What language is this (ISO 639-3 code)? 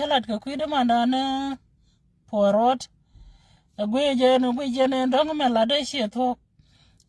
nus